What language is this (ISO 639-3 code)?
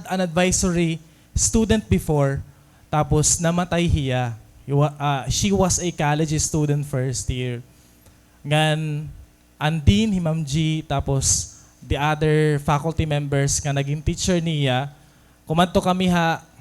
war